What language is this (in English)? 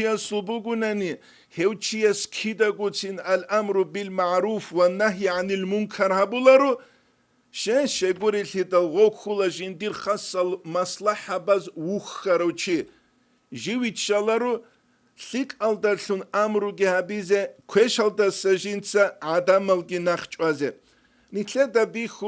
Avaric